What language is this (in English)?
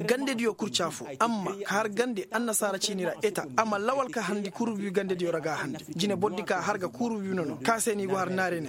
Koyraboro Senni